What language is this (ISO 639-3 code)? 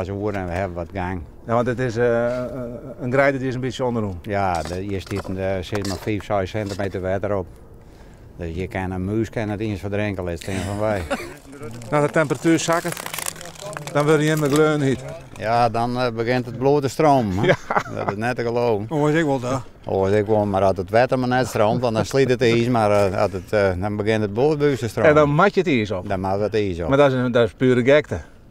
fry